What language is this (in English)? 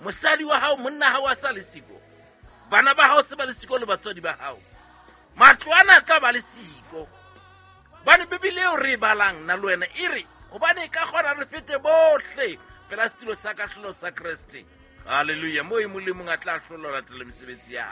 Southern Sotho